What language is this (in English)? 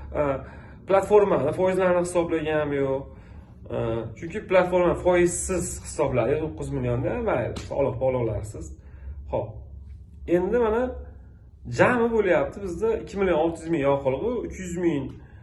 Uzbek